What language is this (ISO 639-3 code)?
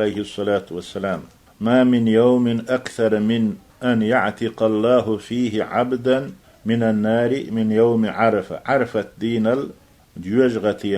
che